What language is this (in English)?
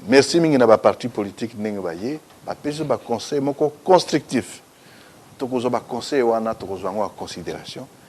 Lingala